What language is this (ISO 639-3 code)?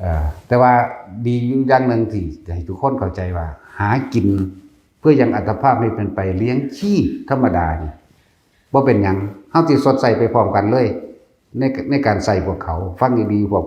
lao